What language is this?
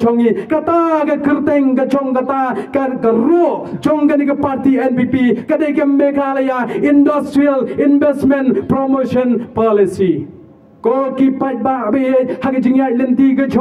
Khasi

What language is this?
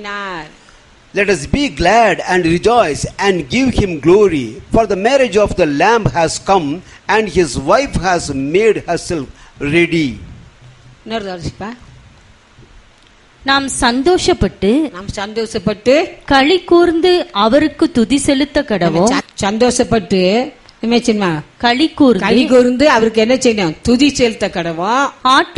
Tamil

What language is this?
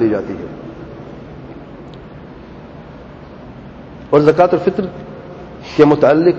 Urdu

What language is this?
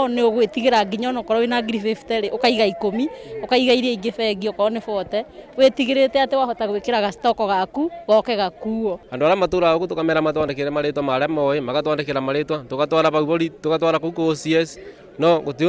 Kikuyu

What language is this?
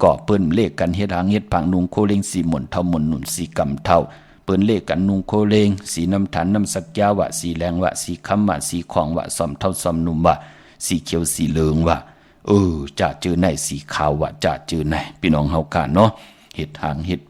Shan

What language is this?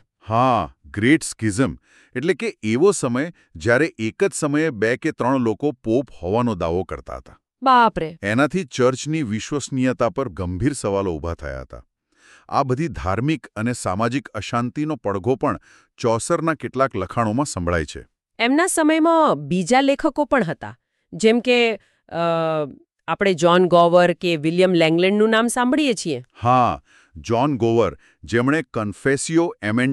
Gujarati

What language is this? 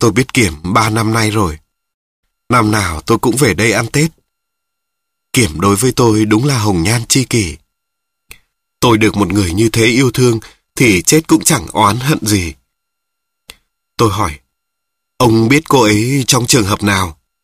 Vietnamese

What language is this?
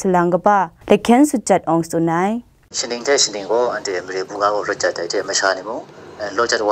Kachin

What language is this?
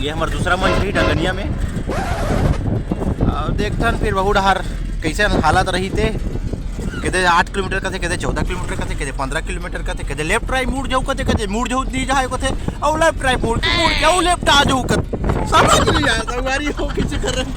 Chhattisgarhi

